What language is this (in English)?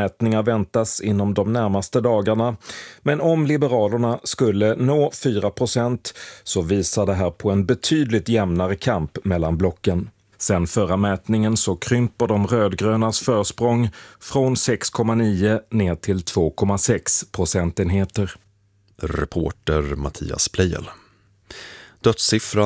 Swedish